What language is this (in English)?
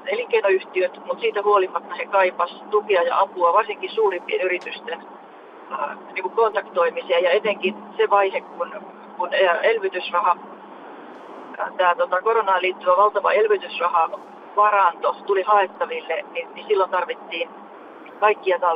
Finnish